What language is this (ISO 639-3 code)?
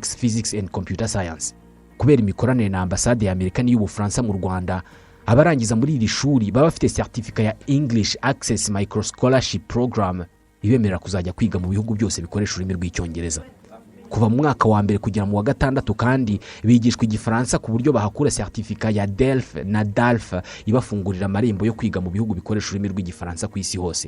kin